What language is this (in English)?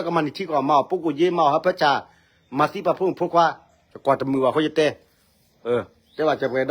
S'gaw Karen